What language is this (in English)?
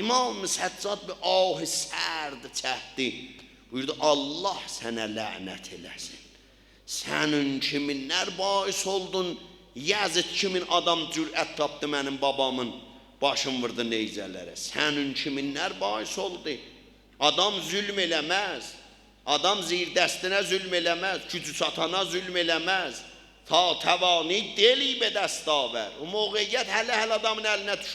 South Azerbaijani